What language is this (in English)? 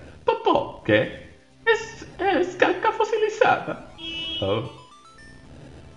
Spanish